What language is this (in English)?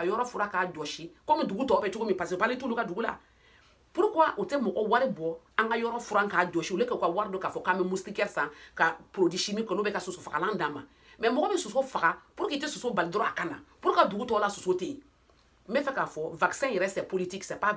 Bambara